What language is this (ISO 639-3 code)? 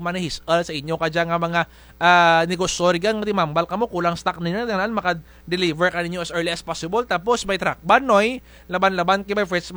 krj